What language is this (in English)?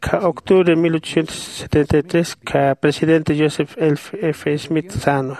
Aymara